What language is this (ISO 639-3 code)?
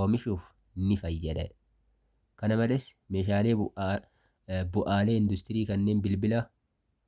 orm